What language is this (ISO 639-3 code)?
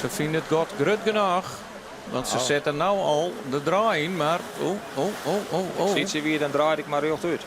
fry